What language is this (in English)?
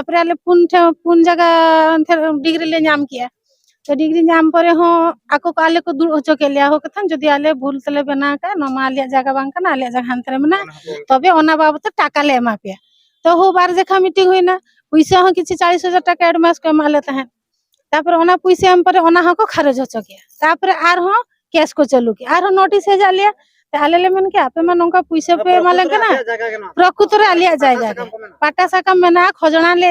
Santali